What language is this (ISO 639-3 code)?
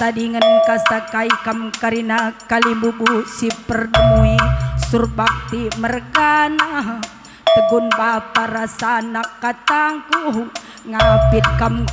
btx